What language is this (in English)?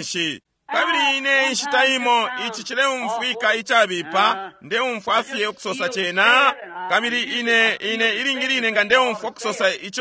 Bemba